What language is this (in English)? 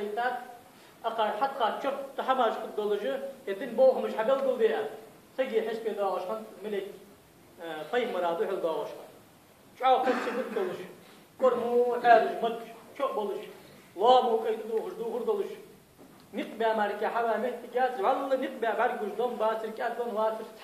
Ingush